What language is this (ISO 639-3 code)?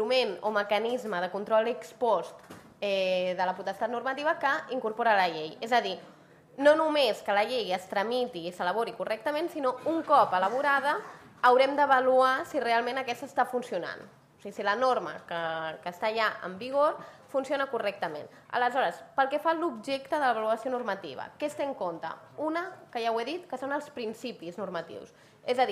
cat